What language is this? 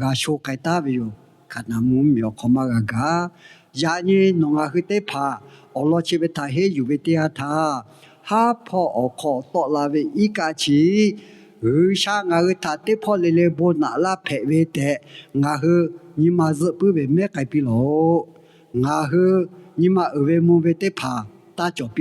Lahu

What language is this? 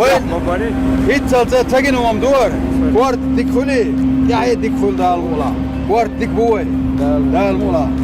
Chechen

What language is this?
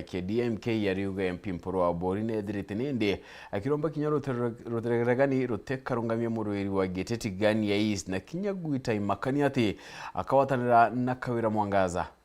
Meru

